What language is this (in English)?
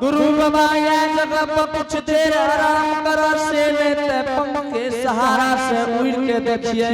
Angika